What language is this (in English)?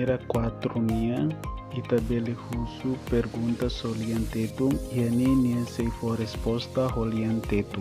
Tetum